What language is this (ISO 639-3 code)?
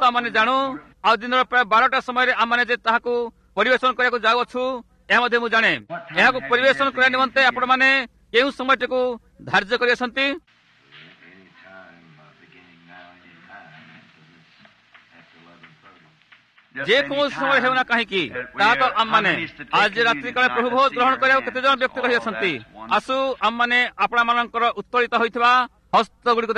ori